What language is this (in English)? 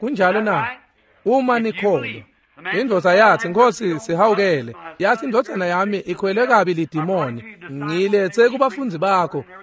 Swati